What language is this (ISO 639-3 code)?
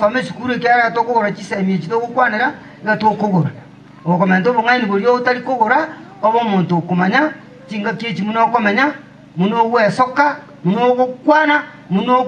guz